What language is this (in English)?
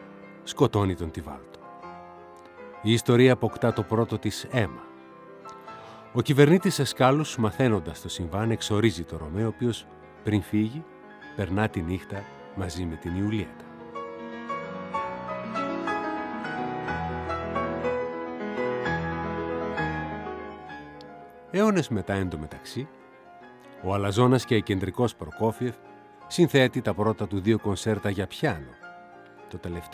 Greek